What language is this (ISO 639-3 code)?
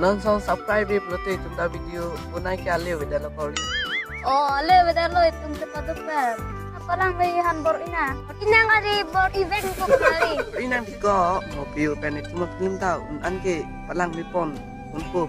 mjw